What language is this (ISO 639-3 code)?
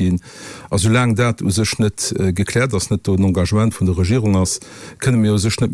ltz